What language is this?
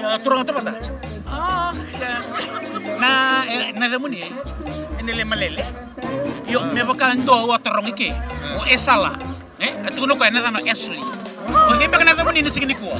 Fijian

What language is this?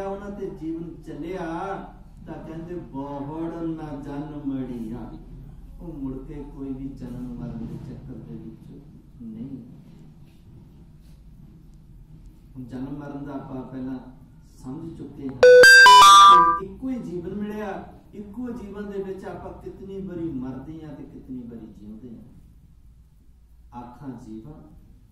Punjabi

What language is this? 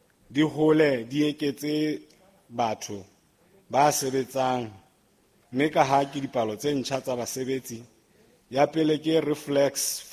Southern Sotho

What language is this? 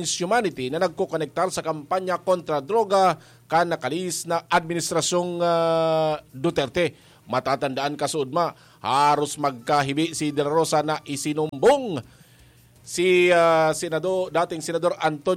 Bikol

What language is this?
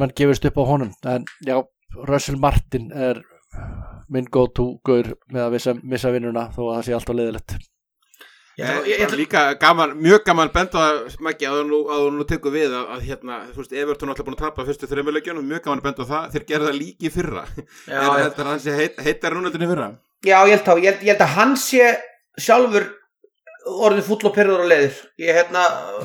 Icelandic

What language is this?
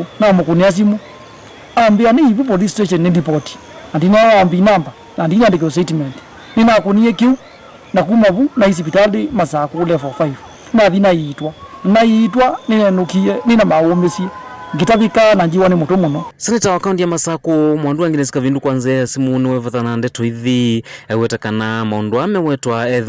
Kamba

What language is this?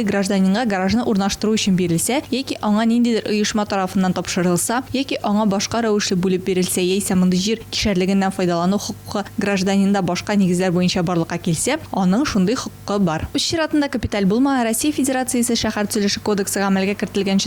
Tatar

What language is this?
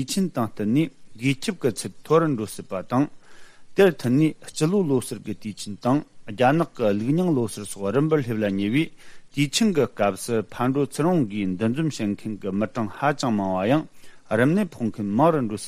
Tibetan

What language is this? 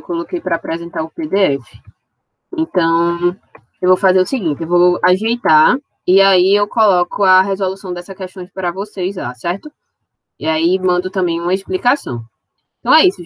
Portuguese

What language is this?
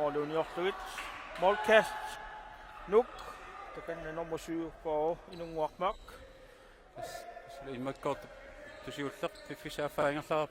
Kalaallisut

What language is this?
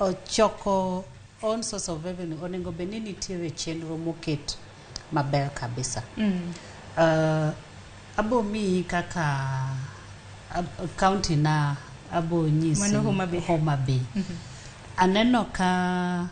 Luo (Kenya and Tanzania)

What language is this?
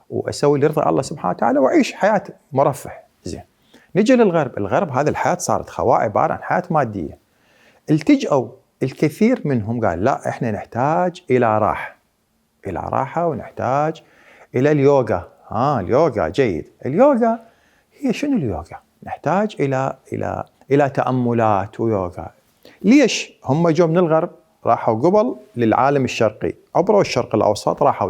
Mesopotamian Arabic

